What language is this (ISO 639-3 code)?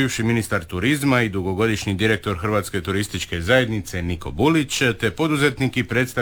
hrv